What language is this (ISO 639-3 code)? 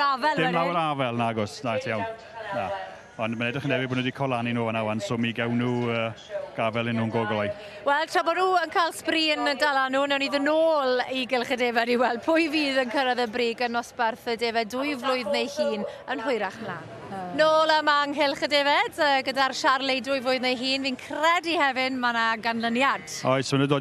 cym